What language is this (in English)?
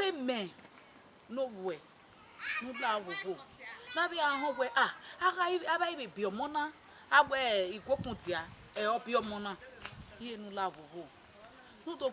Bini